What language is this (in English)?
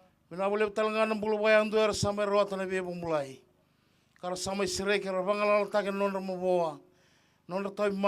Fijian